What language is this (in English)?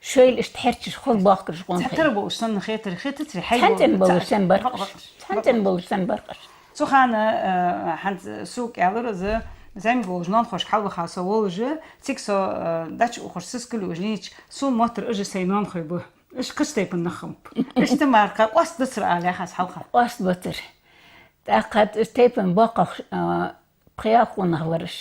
Ingush